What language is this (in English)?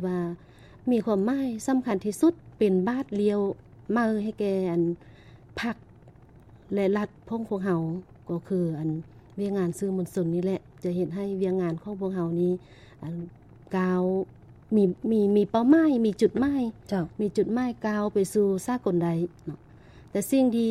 Lao